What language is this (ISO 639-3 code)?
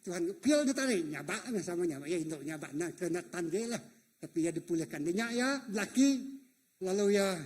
iba